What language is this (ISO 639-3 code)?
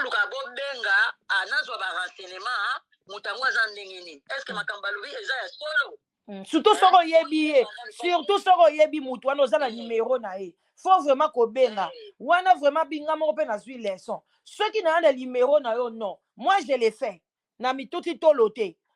lin